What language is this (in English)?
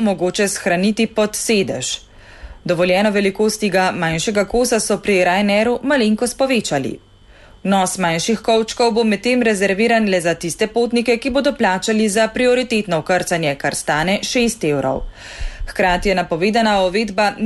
Slovenian